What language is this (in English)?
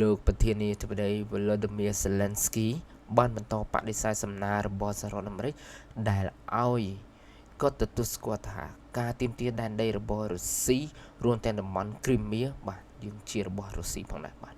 Khmer